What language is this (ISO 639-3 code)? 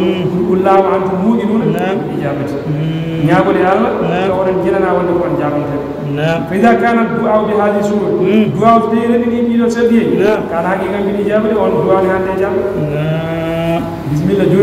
ful